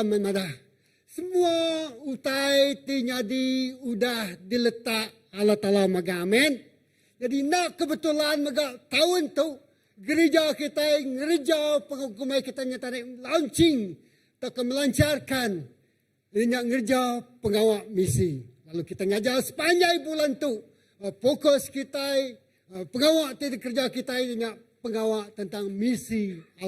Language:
Iban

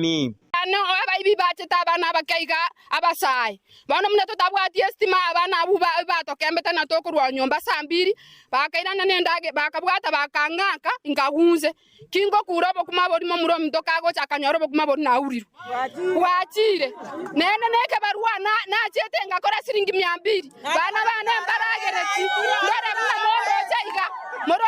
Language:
Gusii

